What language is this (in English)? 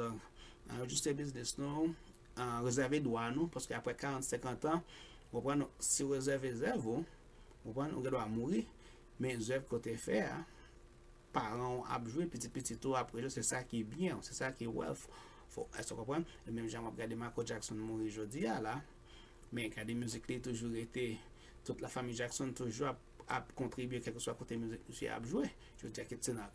Haitian Creole